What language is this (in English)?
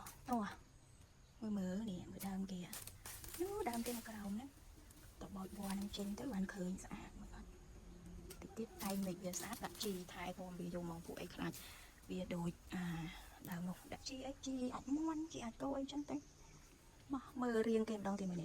Khmer